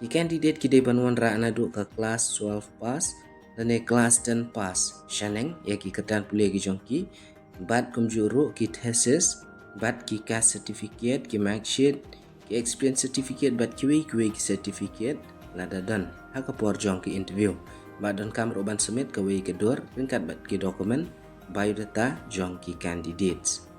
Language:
Khasi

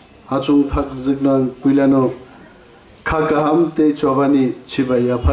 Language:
Kok Borok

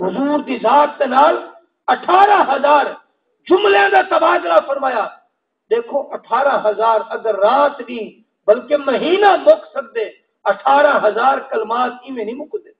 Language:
Saraiki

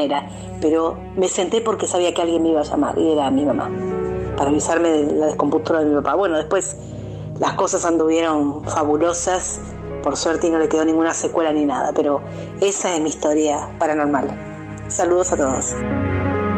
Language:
Spanish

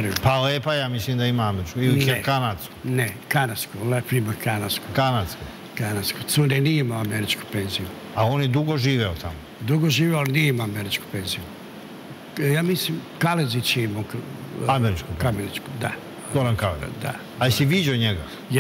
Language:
Serbian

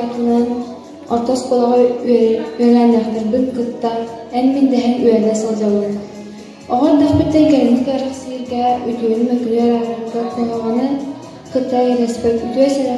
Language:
Yakut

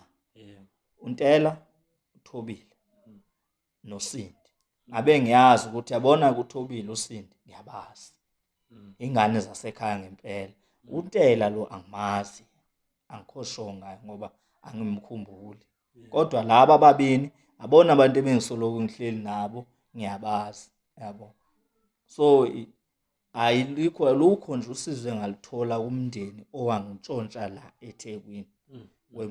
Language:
Zulu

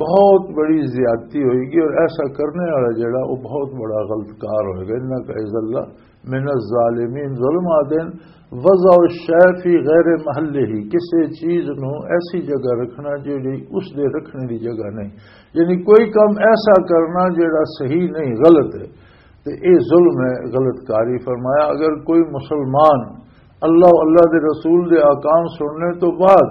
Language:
Western Panjabi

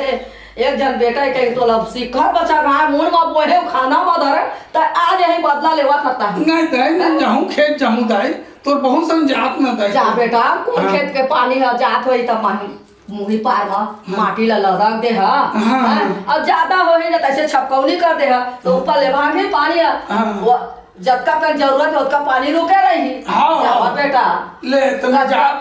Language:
Chhattisgarhi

